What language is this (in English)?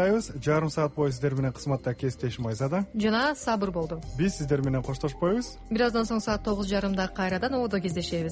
Kyrgyz